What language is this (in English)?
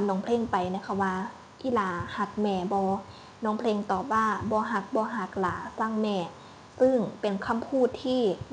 Lao